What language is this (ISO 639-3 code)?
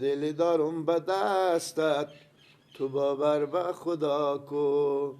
fas